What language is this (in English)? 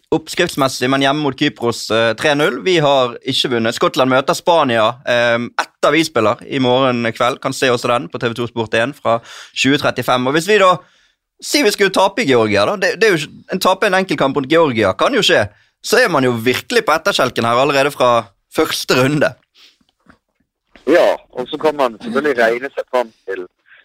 Norwegian